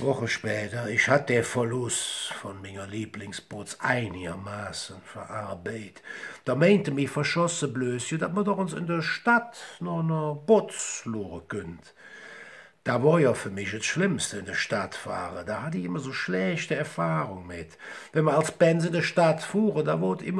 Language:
Colognian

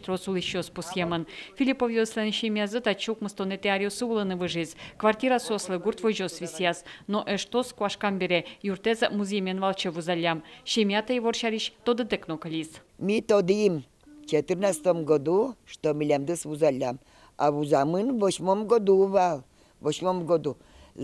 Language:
Udmurt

